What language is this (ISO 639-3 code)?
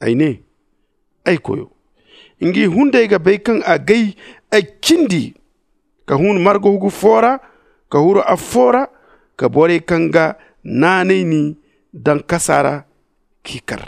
dje